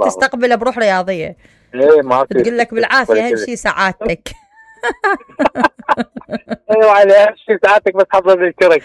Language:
Mesopotamian Arabic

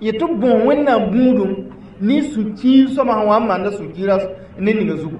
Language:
Mossi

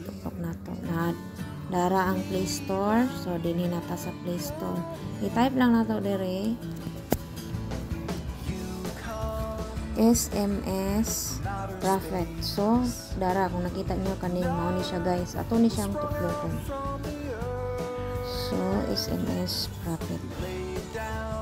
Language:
Cebuano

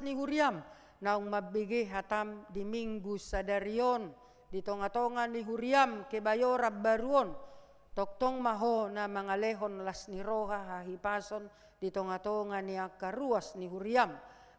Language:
Batak Toba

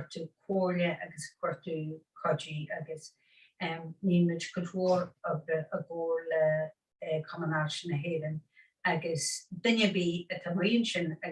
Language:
Irish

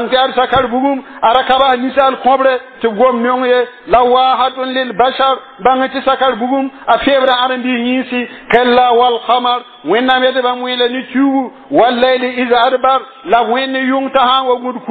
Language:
Mossi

